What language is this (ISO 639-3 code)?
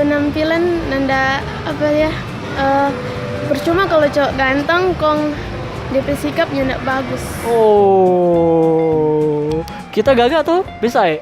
xmm